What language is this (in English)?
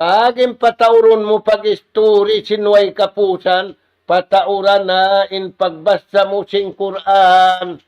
Tausug